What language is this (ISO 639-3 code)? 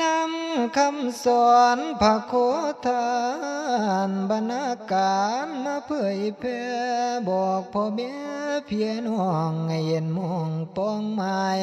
tts